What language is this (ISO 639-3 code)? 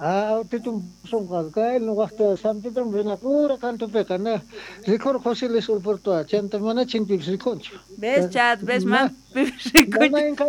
quh